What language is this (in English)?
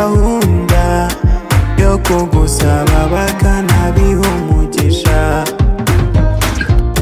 Kinyarwanda